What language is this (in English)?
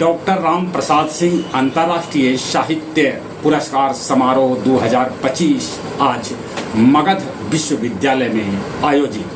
Magahi